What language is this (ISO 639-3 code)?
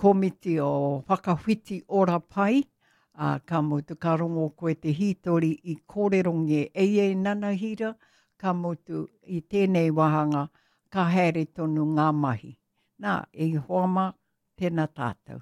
mri